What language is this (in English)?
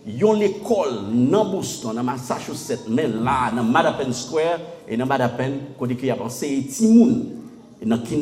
Haitian Creole